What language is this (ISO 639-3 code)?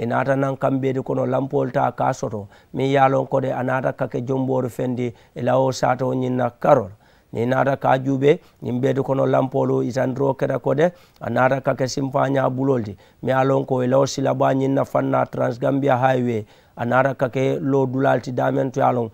man